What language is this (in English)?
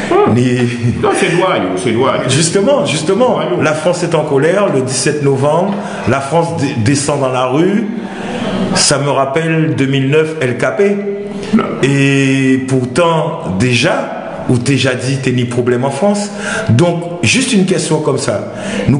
Guadeloupean Creole French